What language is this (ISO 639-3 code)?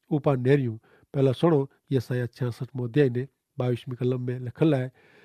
kfr